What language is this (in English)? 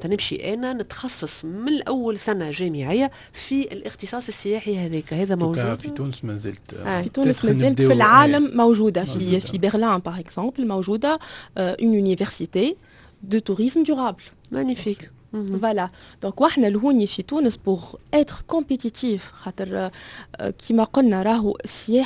Tunisian Arabic